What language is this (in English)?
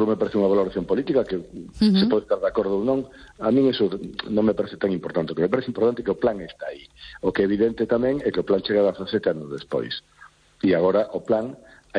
Galician